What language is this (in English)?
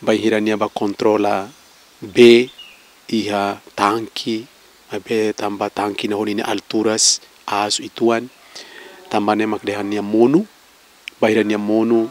Tetum